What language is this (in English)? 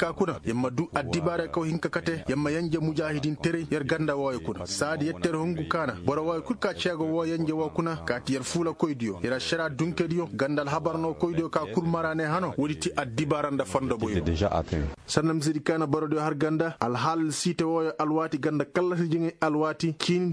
Koyraboro Senni